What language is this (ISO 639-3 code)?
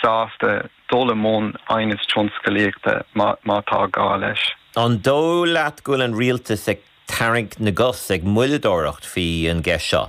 gle